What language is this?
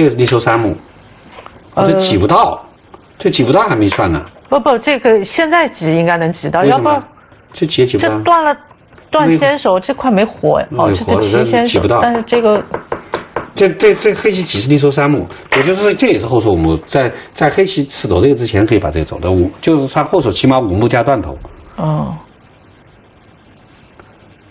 Chinese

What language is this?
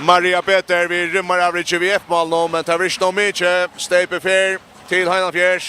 Faroese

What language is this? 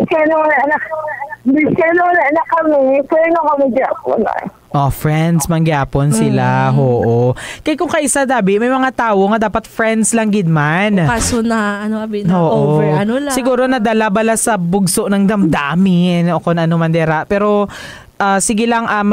Hiligaynon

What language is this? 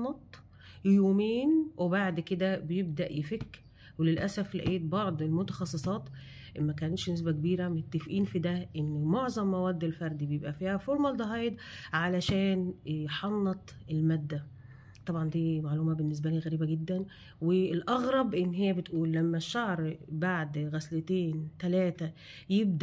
Egyptian Arabic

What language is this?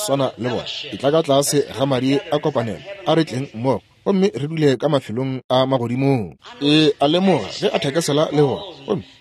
Northern Sotho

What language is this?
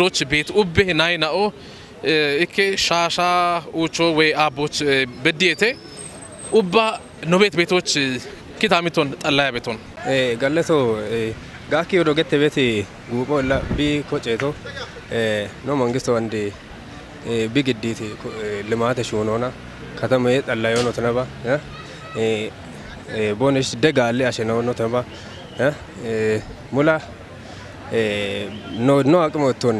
Kafa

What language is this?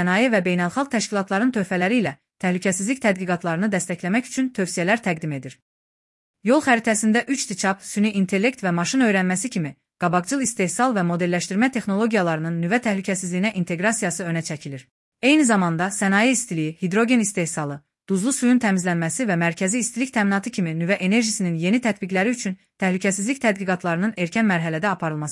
Azerbaijani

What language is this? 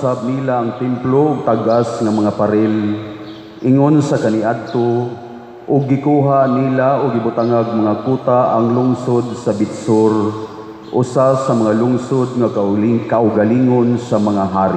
Cebuano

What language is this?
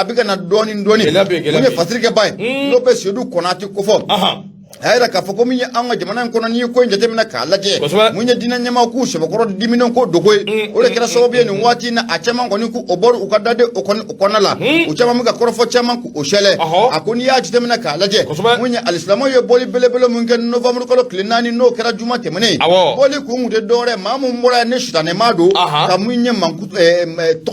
Bambara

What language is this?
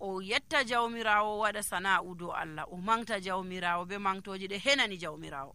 Nigerian Fulfulde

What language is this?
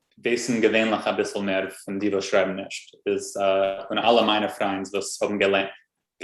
Yiddish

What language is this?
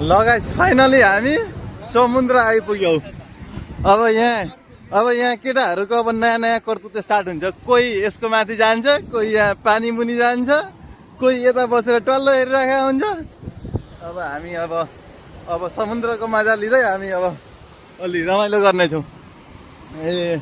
Nepali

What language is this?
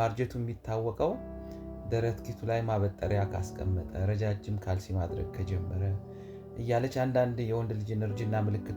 Amharic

